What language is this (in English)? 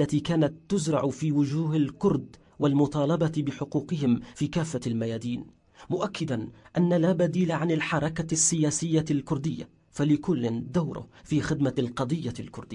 Kurdish